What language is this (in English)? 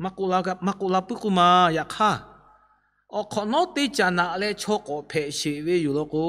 Lahu